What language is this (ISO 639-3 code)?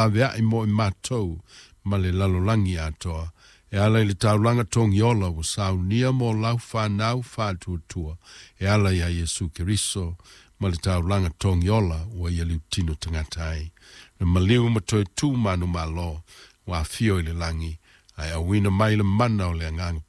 smo